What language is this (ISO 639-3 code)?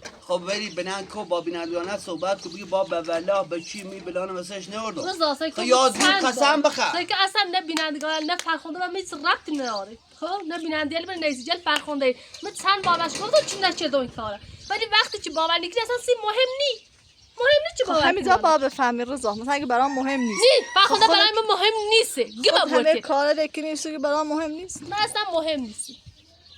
fas